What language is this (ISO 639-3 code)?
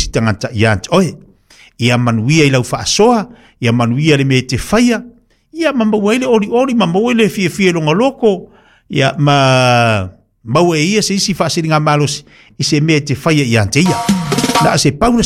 smo